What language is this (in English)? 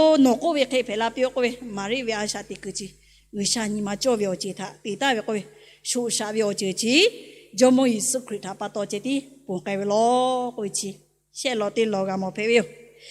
Lahu